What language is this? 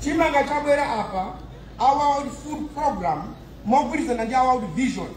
Nyanja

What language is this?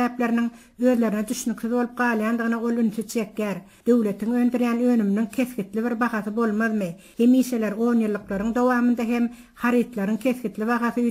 Turkmen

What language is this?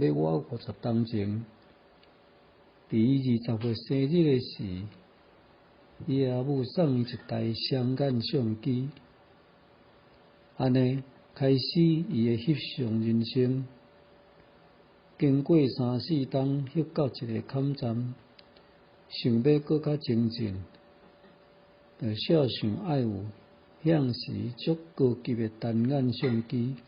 Min Nan Chinese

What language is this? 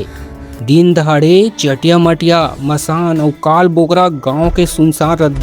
Chhattisgarhi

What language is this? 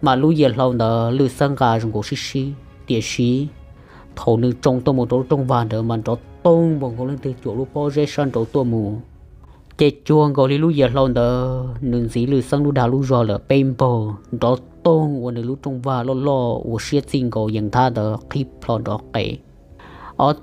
Hmong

